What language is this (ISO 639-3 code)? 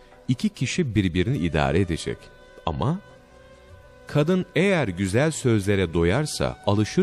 tur